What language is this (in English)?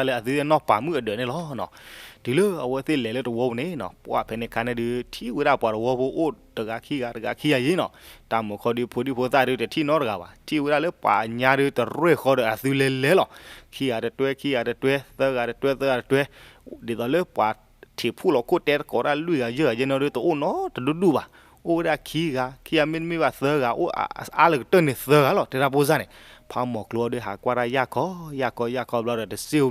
S'gaw Karen